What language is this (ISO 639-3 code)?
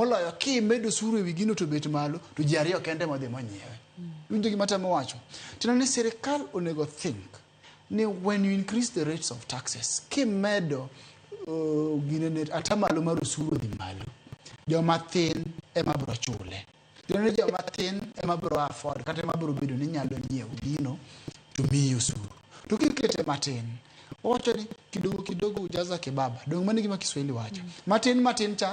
luo